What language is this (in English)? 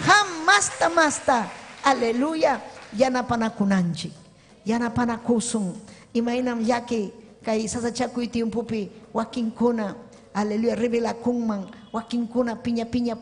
Ayacucho Quechua